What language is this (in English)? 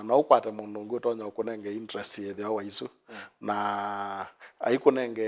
Kamba